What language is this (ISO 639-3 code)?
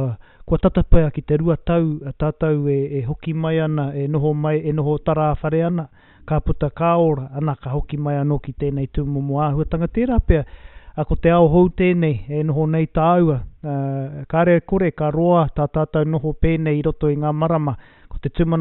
mri